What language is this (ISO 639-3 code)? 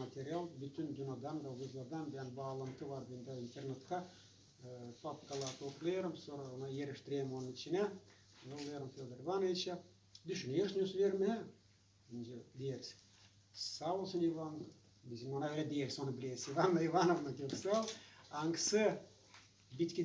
gag